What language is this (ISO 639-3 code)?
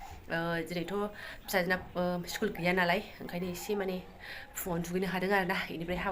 brx